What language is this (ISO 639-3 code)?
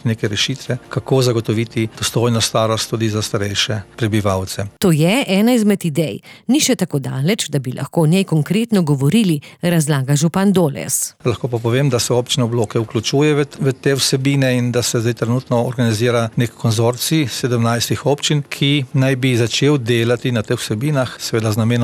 slv